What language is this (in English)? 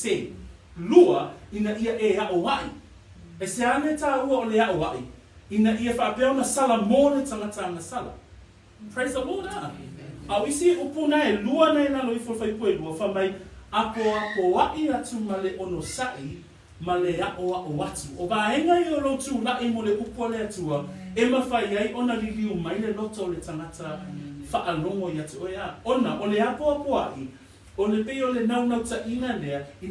Samoan